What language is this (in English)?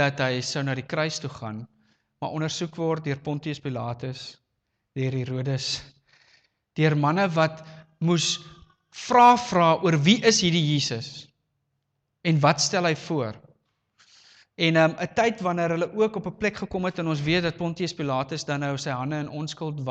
Afrikaans